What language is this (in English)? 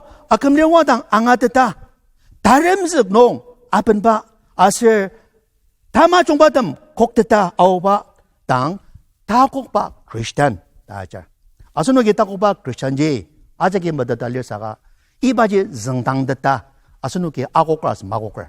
Ao Naga